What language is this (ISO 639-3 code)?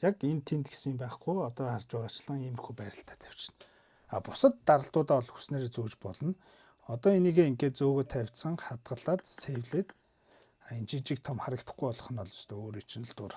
mon